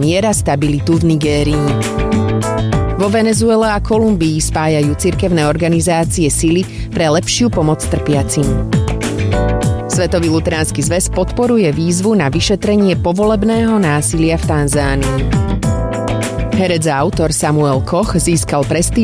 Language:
Slovak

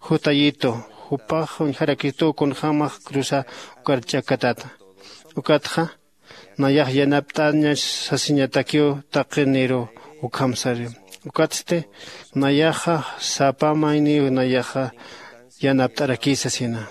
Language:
Aymara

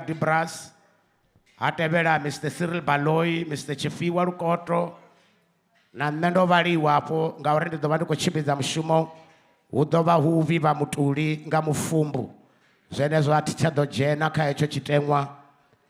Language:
Venda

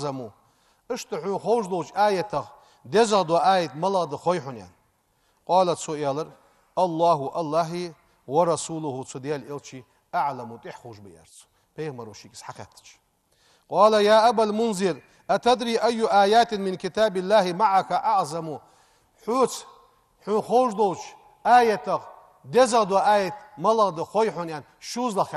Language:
Ingush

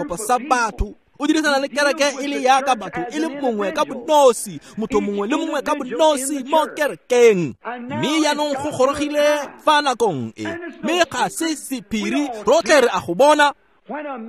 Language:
Tswana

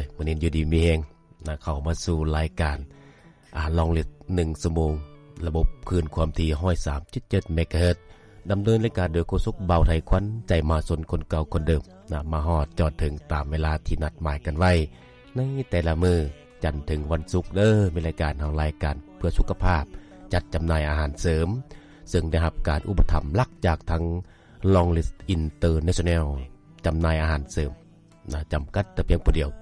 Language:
Lao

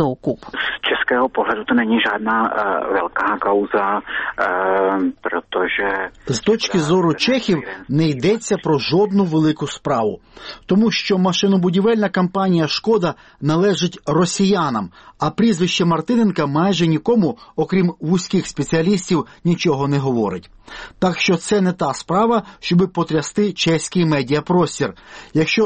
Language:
Ukrainian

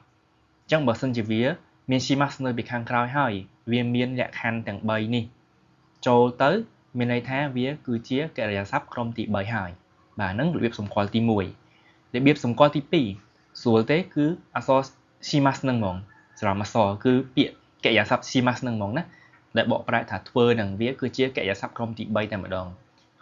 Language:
Khmer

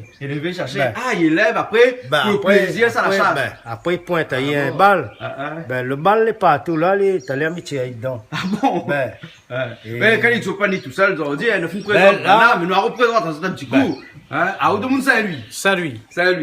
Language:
Réunion Creole French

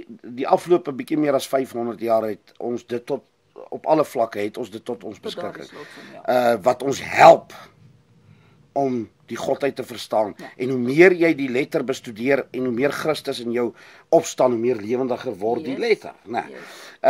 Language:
Afrikaans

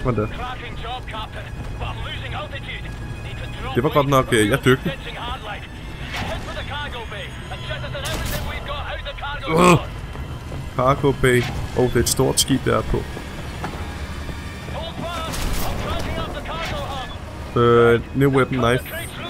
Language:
Danish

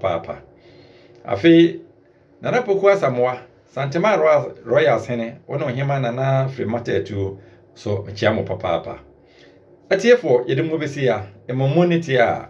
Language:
Akan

